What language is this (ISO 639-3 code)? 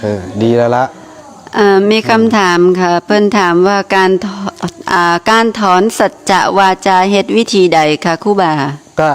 tts